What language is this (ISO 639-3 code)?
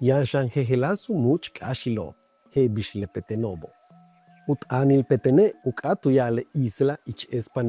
yua